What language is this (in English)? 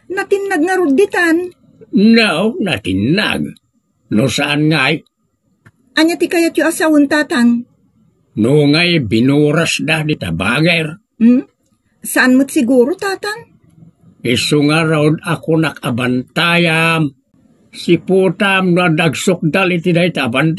Iloko